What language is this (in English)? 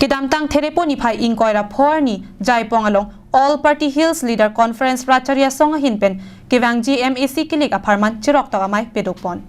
Karbi